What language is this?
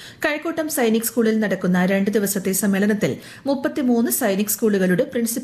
Malayalam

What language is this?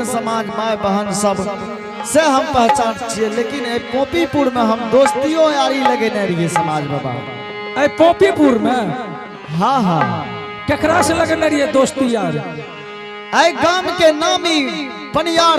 Angika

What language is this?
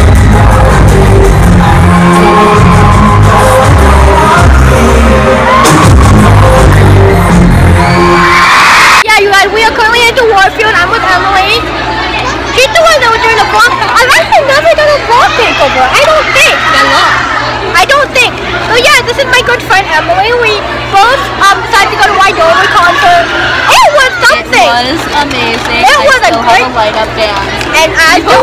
English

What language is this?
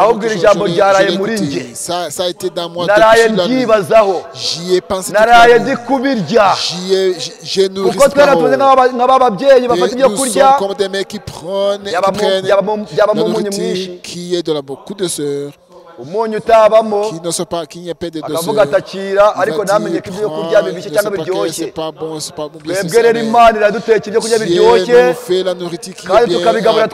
Kinyarwanda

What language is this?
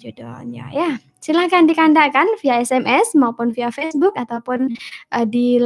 Minangkabau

